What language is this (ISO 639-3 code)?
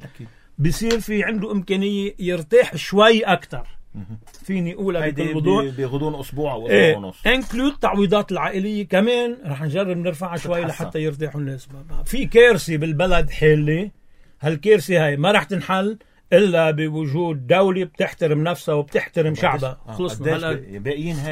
apc